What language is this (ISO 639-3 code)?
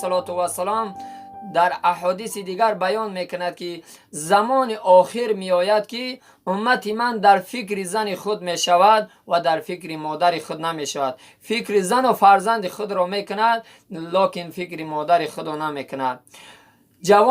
tgk